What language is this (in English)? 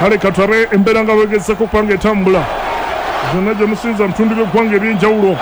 Ganda